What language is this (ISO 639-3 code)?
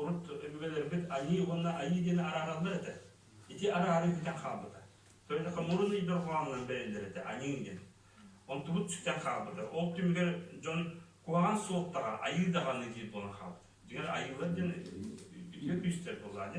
sah